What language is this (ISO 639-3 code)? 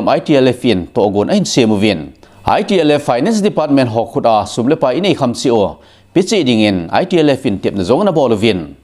tcz